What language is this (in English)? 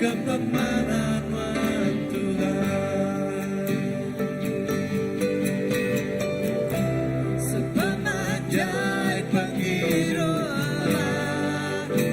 Iban